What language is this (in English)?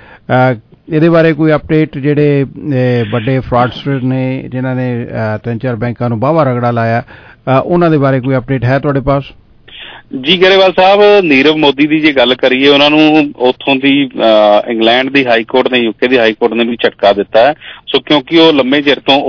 Punjabi